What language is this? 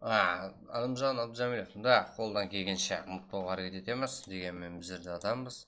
Kara-Kalpak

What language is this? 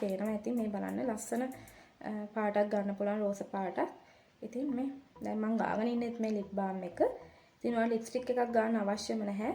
Sinhala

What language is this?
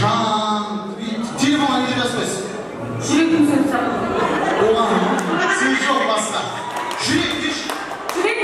Kara-Kalpak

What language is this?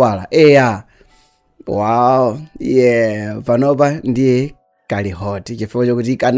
Nyanja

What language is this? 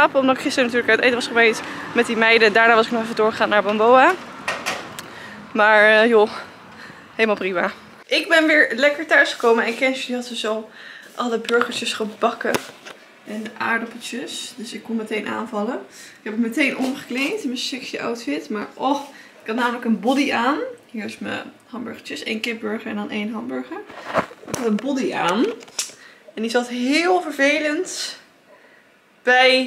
Dutch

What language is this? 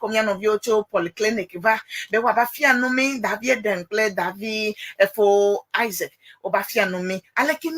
Ewe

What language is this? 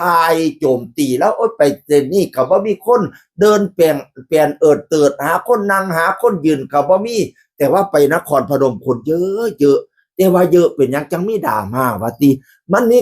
Northeastern Thai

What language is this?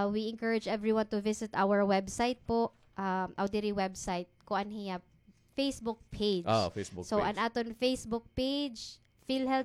Waray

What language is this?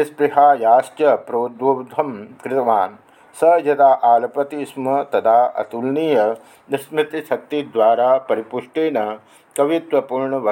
Sanskrit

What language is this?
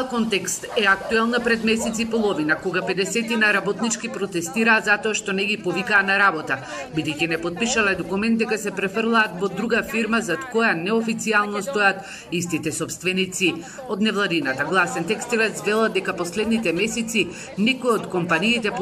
Macedonian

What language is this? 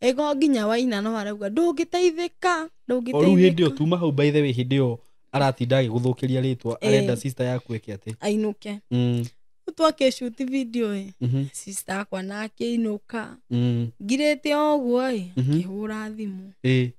Kikuyu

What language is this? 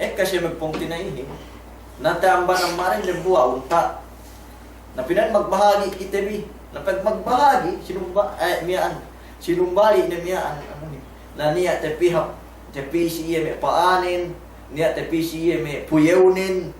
Yakan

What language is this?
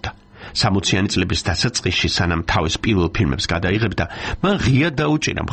Georgian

